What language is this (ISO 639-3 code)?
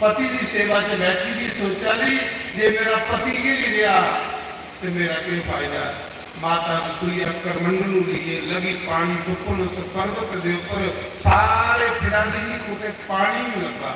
doi